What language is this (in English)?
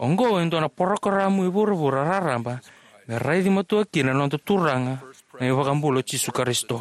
Fijian